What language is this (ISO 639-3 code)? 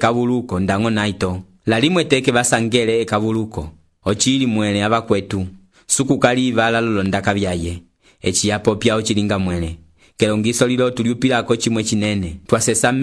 umb